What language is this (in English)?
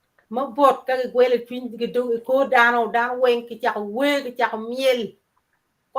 Acoli